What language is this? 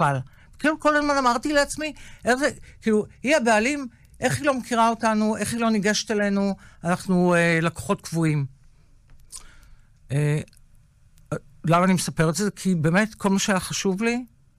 Hebrew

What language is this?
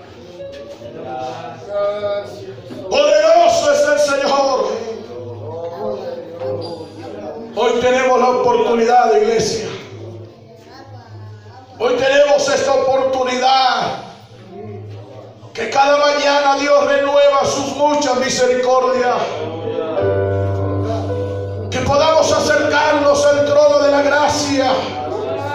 Spanish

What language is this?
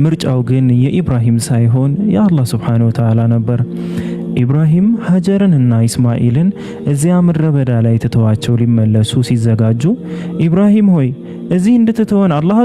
Amharic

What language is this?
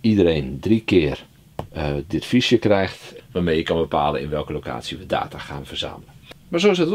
Dutch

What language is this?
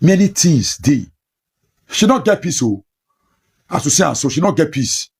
Nigerian Pidgin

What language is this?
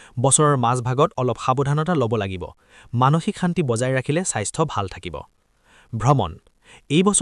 Assamese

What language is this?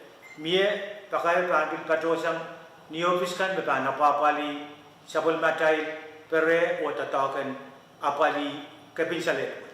Pohnpeian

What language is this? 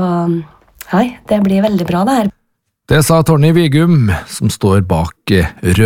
Norwegian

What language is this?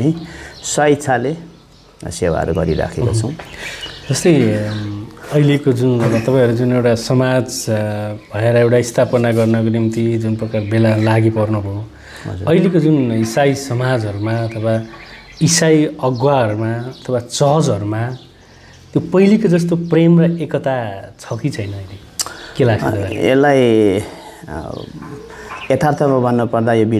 Nepali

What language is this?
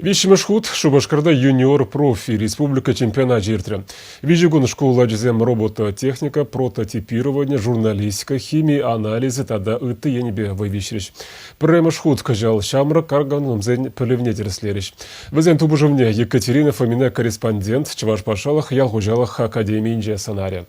Chuvash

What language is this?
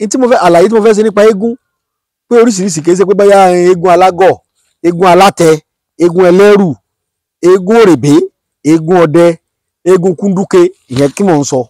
Yoruba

